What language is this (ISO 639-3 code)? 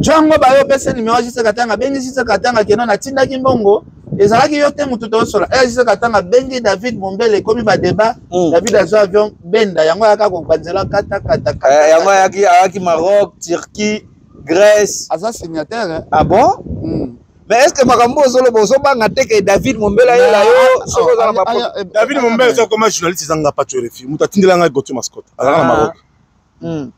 lin